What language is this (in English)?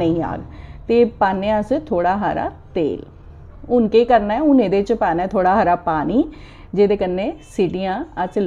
Dogri